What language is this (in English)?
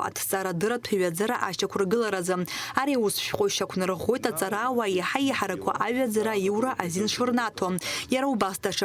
Abkhazian